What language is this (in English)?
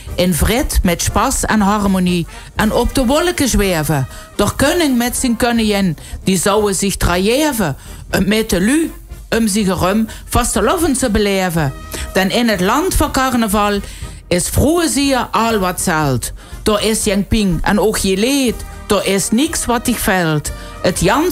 Limburgish